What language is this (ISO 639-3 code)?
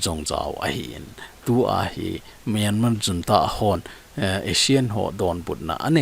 tcz